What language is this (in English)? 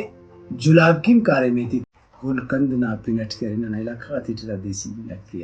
Brahui